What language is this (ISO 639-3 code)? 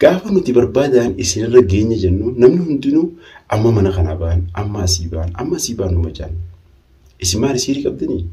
orm